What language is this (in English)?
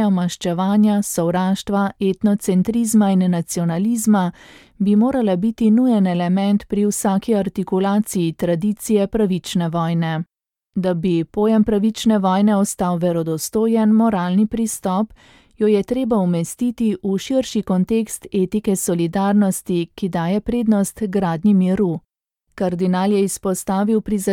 Slovenian